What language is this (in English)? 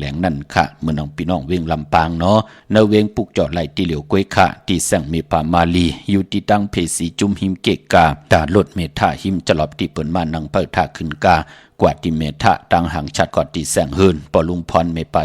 Shan